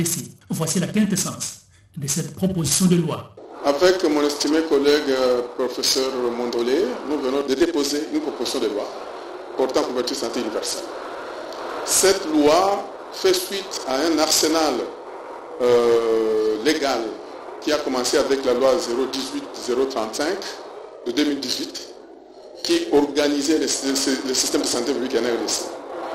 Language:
French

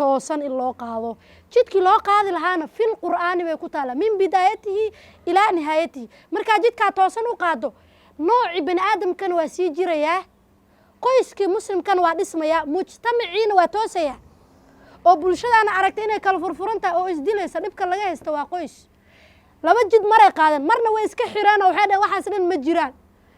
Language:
Somali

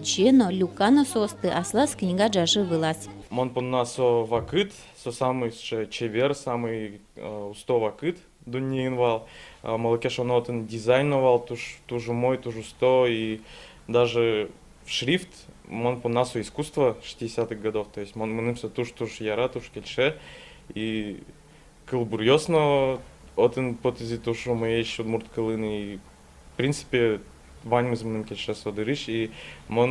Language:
Udmurt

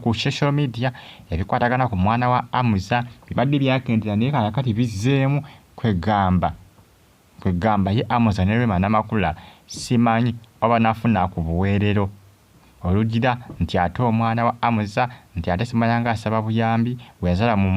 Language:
Ganda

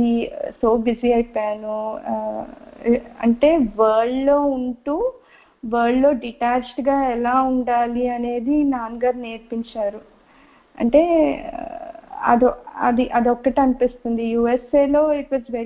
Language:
Telugu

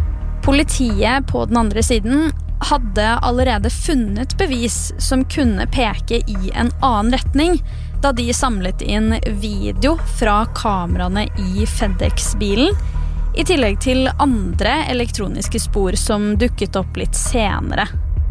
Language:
Norwegian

